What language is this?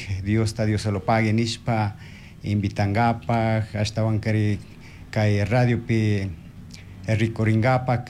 Chimborazo Highland Quichua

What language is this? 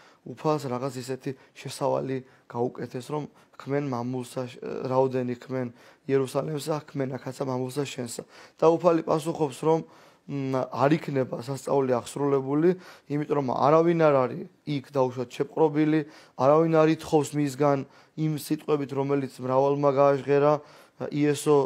Georgian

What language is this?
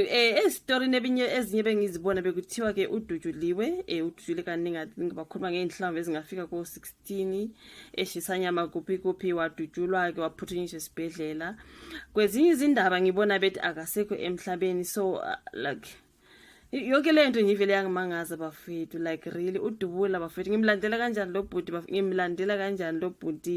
Zulu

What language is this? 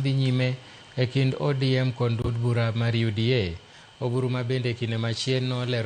Luo (Kenya and Tanzania)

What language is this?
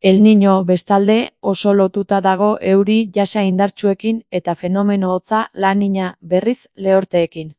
Basque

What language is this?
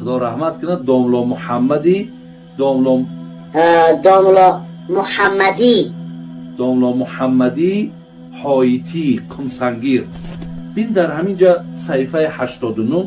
Persian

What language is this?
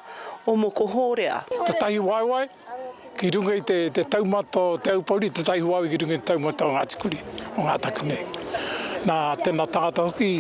Māori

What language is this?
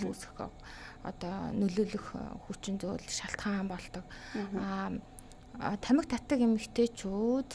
Mongolian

